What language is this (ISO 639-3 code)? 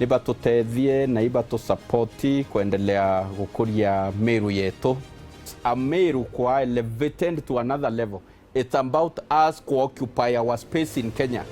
mer